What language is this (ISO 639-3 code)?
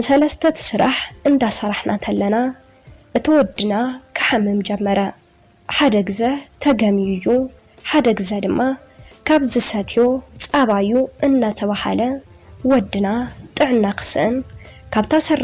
tir